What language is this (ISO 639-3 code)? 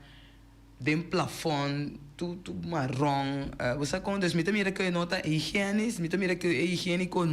pap